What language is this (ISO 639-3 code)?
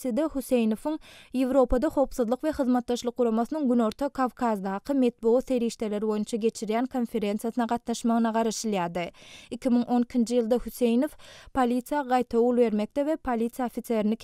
tuk